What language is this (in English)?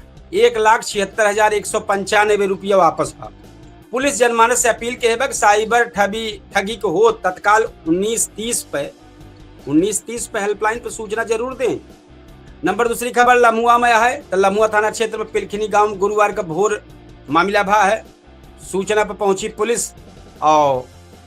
Awadhi